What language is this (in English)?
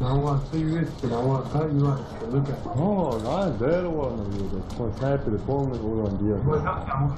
Chechen